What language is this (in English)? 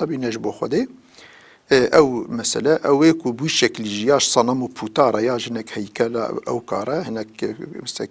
Kurdish